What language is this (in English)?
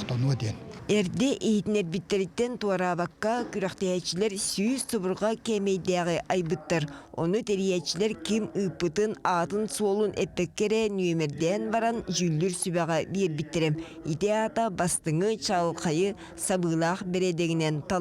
Yakut